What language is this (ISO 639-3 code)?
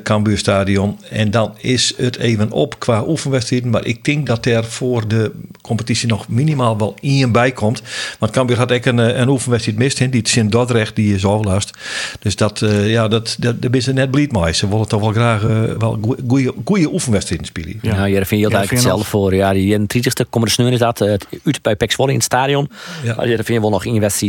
fry